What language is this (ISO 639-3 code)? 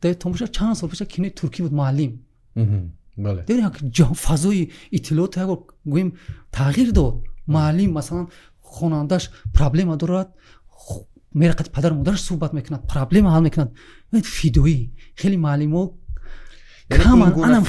tgk